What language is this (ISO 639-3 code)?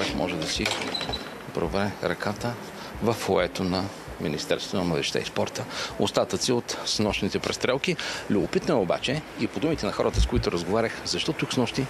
bul